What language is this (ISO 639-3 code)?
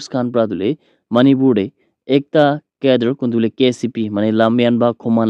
nag